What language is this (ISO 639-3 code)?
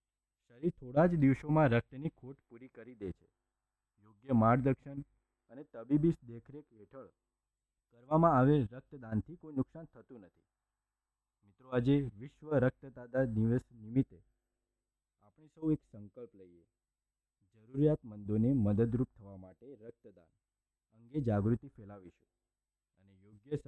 guj